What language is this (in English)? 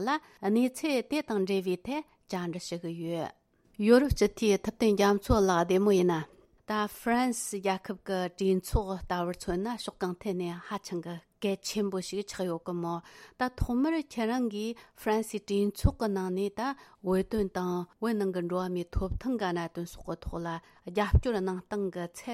Tibetan